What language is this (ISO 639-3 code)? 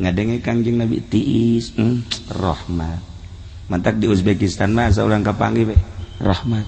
sun